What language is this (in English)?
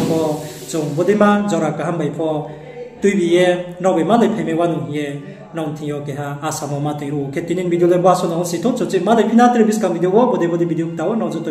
Riang (India)